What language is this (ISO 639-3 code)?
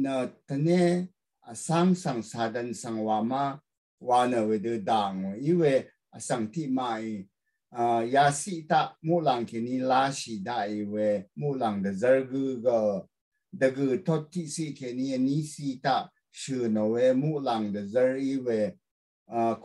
raw